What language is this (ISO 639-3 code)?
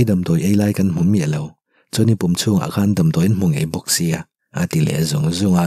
lus